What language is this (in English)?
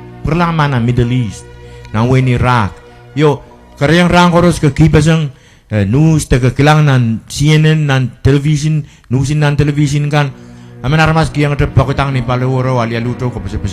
Pohnpeian